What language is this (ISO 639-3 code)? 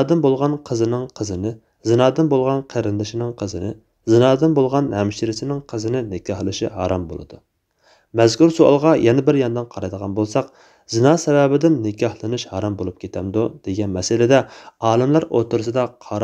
uig